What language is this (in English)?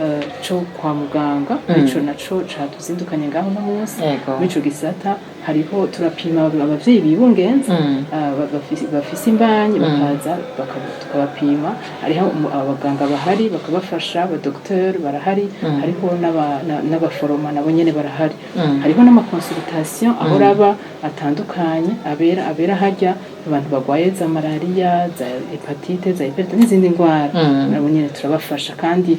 Rundi